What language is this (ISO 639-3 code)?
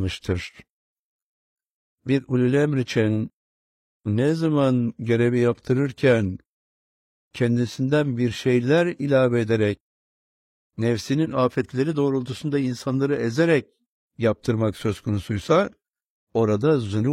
tur